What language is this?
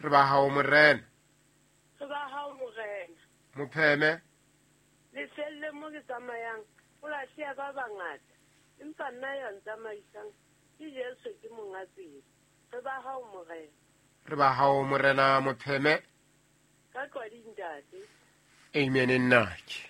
Southern Sotho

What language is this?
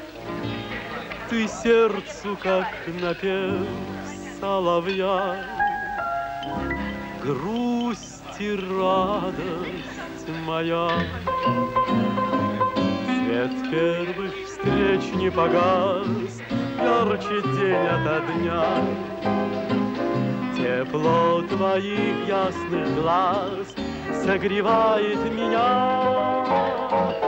Russian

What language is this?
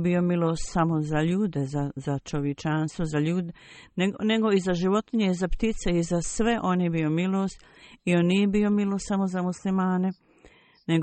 Bosnian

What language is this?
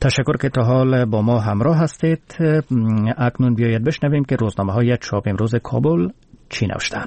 Persian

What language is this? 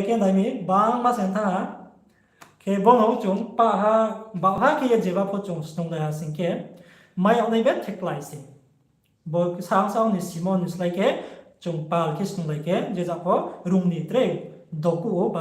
Riang (India)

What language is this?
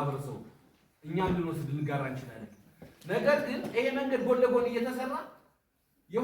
Amharic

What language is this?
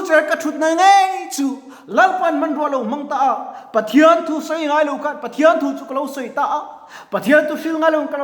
Mizo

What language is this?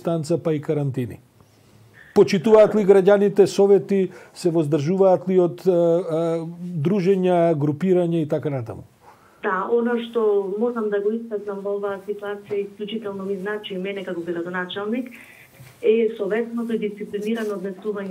Macedonian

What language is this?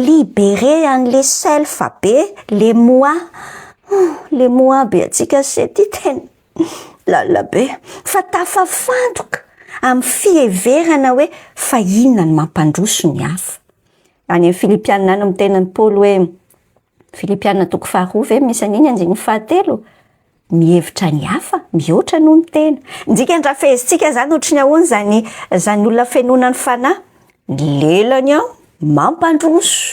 Malagasy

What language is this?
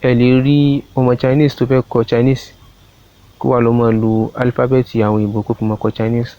Yoruba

